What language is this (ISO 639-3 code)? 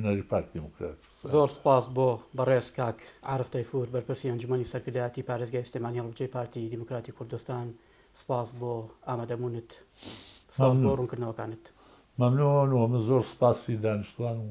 ckb